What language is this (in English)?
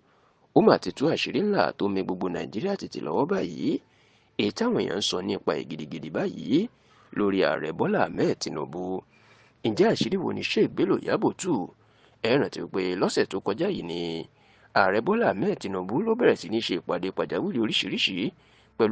Yoruba